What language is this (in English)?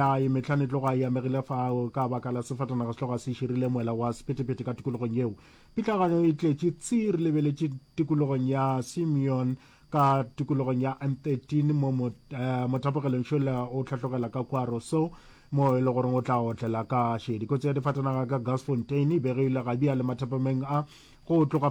Northern Sotho